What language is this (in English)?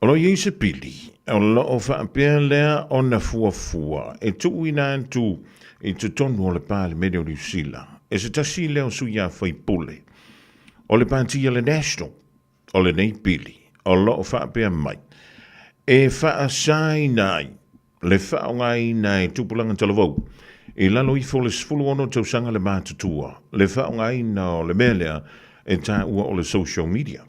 Samoan